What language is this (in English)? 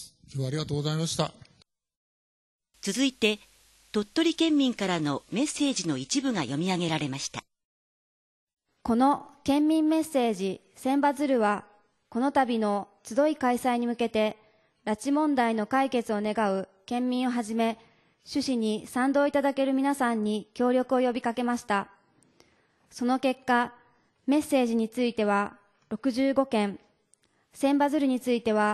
Japanese